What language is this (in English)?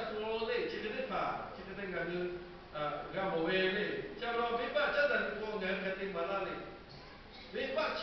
Lahu